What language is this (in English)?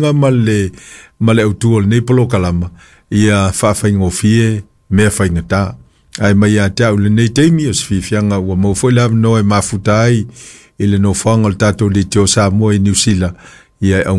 Samoan